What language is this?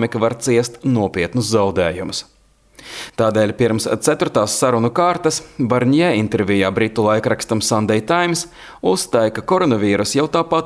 Latvian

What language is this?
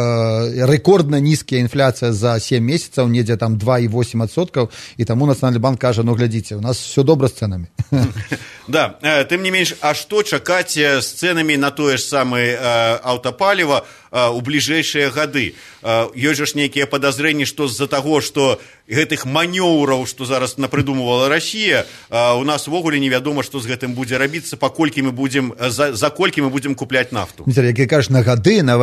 Belarusian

